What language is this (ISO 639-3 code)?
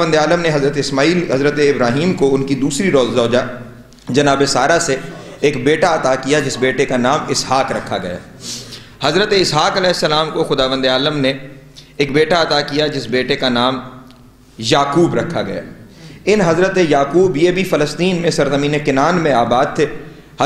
urd